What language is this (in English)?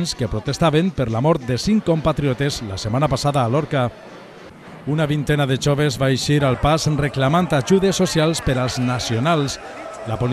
Catalan